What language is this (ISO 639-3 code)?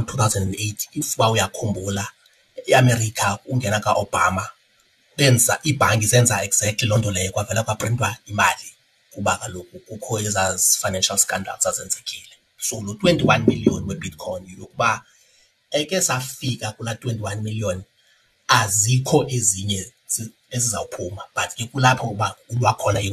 xho